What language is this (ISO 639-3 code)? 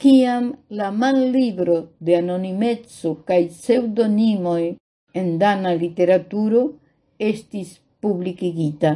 epo